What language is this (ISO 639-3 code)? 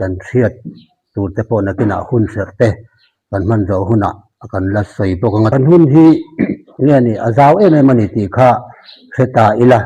lus